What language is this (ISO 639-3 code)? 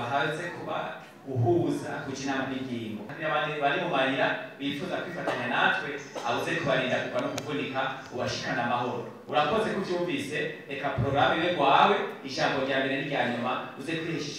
run